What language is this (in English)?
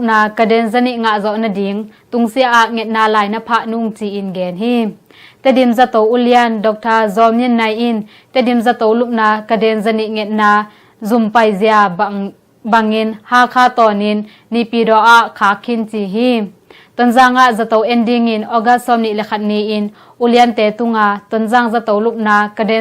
Tedim Chin